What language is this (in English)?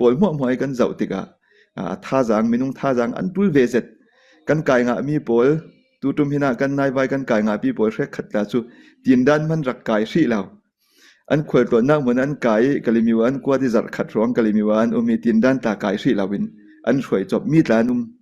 Falam Chin